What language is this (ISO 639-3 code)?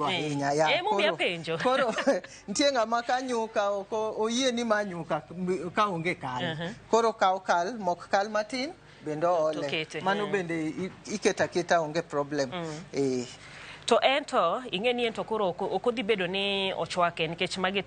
luo